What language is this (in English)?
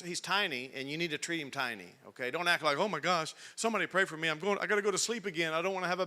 English